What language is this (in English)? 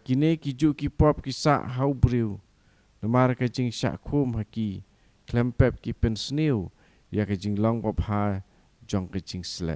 Khasi